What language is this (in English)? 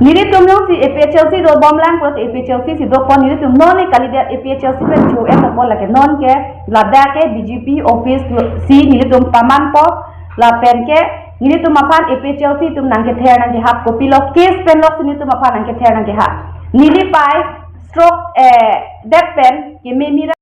Karbi